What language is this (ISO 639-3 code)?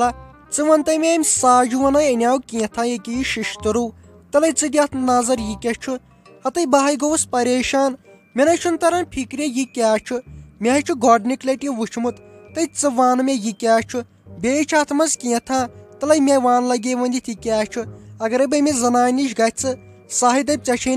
kas